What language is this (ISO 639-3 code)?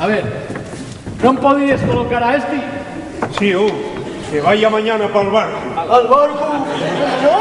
ast